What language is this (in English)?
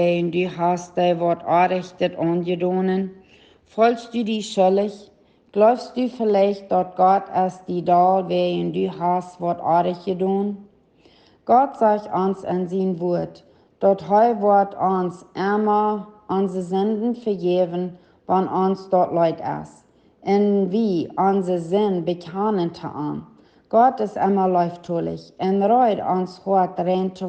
Plautdietsch